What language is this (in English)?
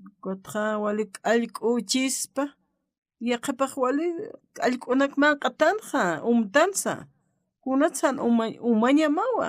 Aymara